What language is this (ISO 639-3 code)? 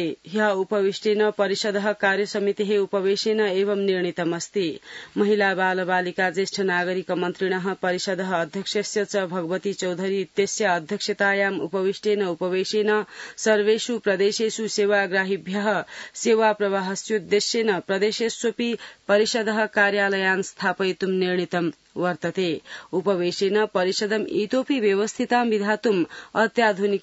san